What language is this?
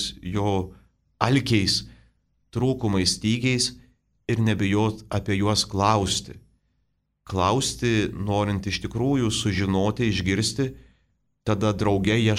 Lithuanian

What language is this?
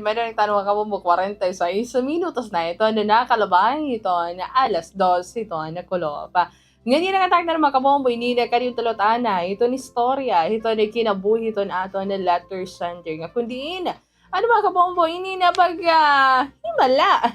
Waray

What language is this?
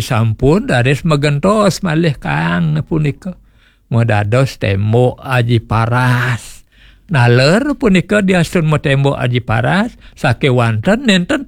Balinese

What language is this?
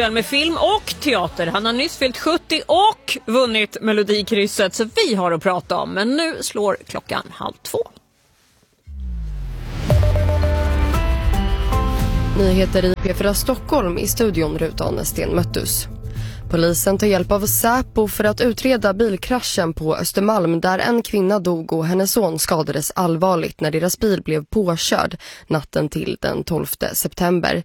Swedish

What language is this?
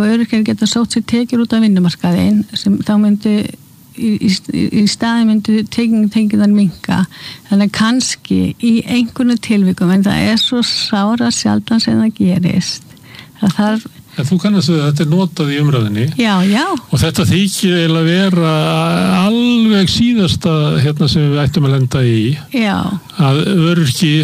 Icelandic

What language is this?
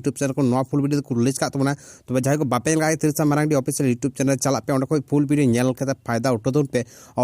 Santali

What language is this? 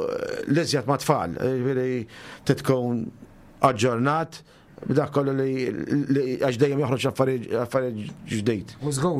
Maltese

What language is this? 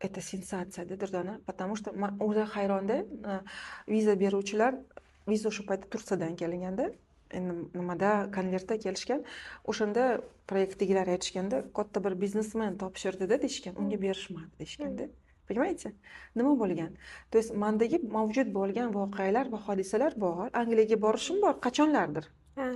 Uzbek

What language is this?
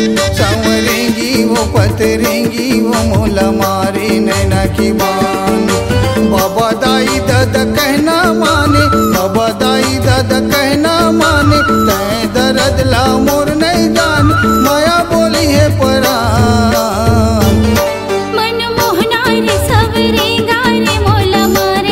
Chhattisgarhi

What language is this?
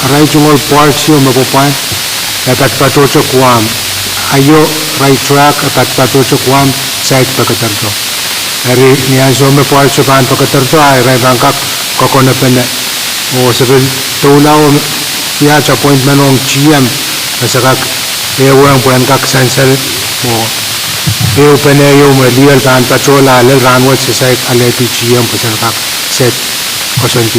Pohnpeian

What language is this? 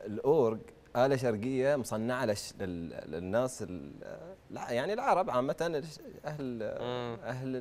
Arabic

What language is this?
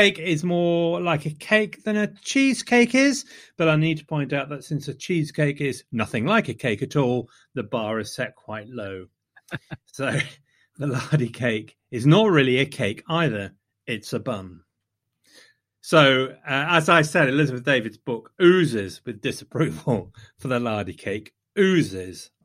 English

